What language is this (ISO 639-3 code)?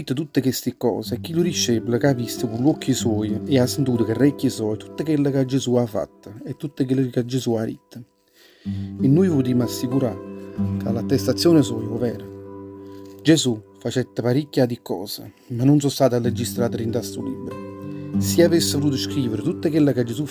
nap